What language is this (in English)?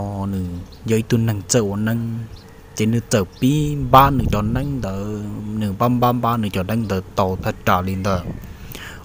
Hmong